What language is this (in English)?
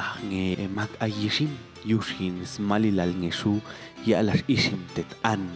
Popti'